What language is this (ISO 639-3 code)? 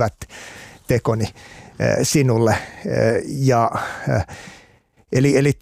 fin